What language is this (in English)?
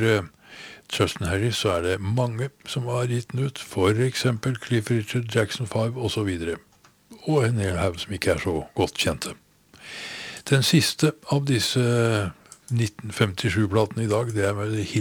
Norwegian